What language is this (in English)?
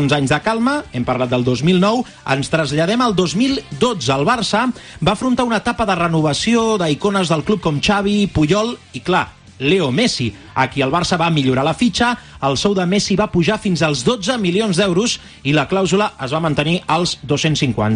Catalan